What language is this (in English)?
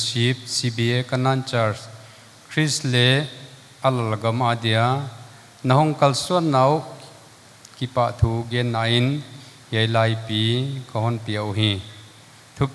Paite Chin